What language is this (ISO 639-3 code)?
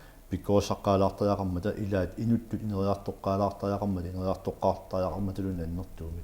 kal